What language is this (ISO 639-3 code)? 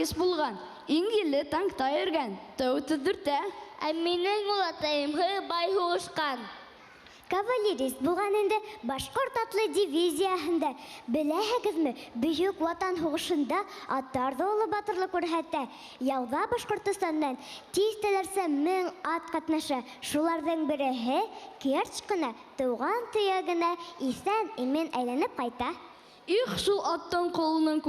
bak